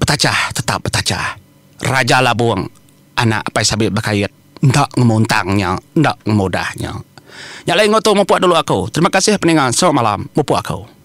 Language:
Iban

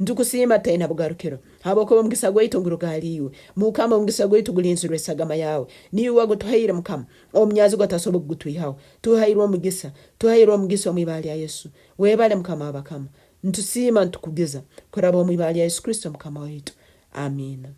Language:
Nyankole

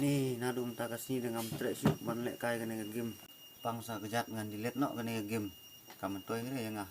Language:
Khasi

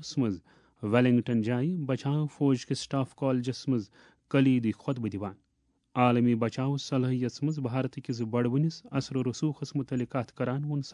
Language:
Kashmiri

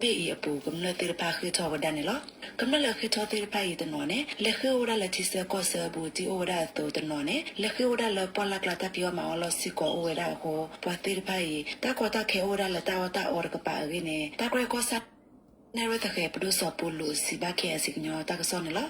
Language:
S'gaw Karen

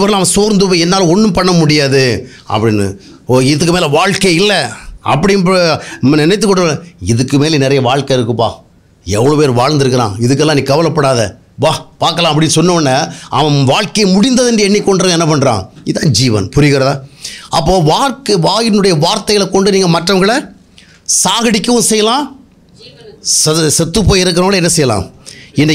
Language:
Tamil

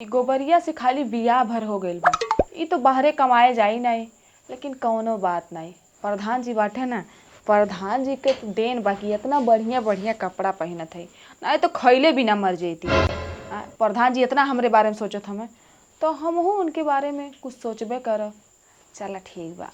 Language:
Bhojpuri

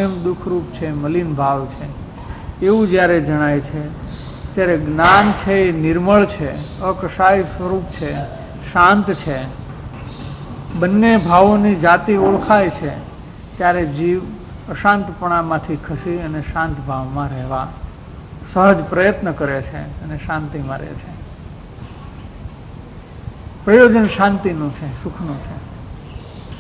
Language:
Gujarati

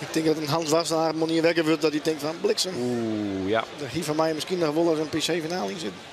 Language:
Western Frisian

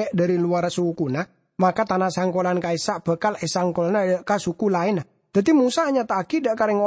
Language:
Madurese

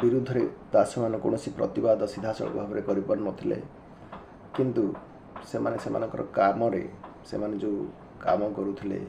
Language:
Odia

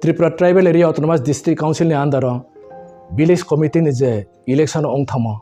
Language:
Riang (India)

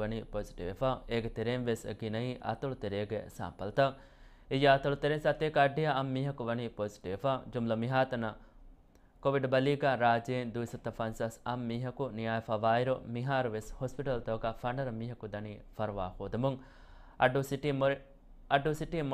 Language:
Divehi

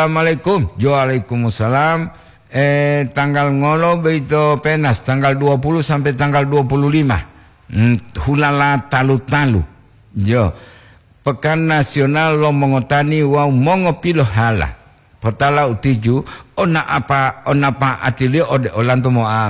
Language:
Gorontalo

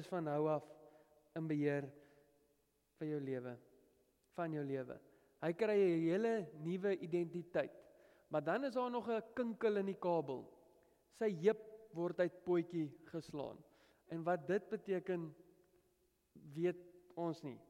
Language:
Afrikaans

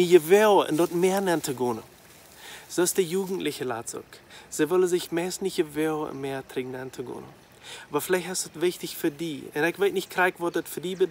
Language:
Plautdietsch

